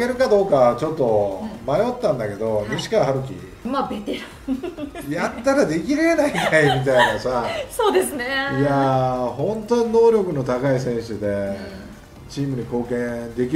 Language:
Japanese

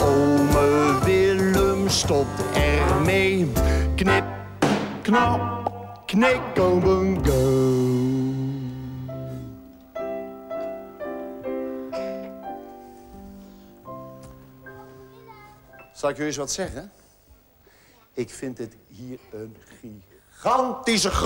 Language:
Dutch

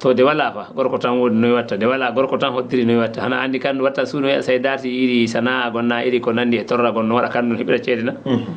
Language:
Fula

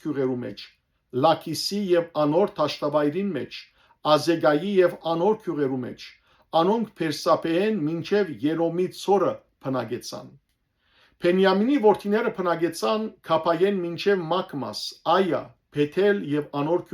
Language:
Western Armenian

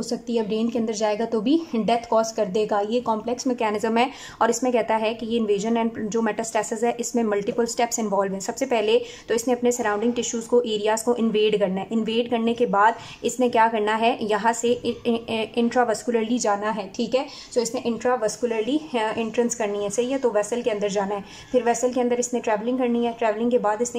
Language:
Hindi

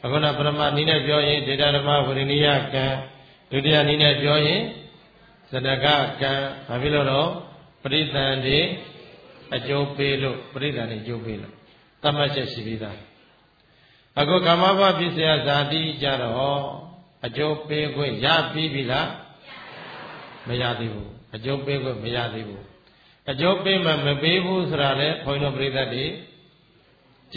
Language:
Burmese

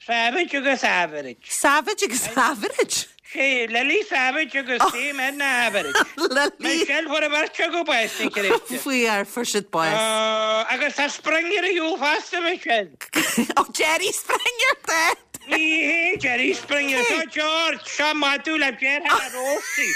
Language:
Irish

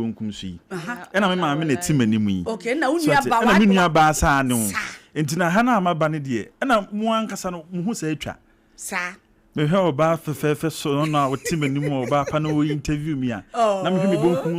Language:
Akan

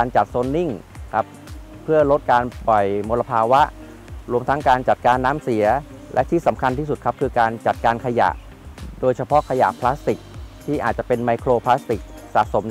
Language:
Thai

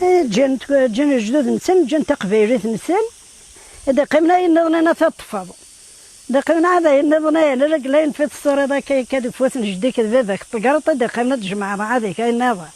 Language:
Kabyle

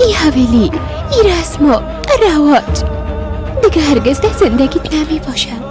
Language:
Persian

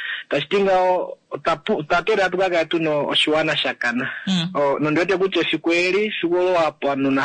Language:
Kuanyama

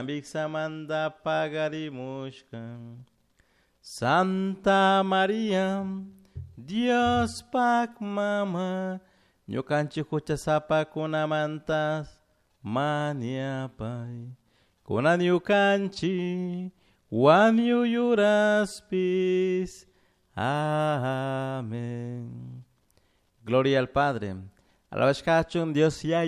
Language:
Chimborazo Highland Quichua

